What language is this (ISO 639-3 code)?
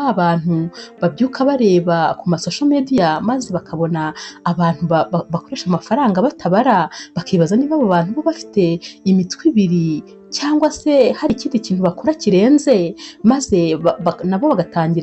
kin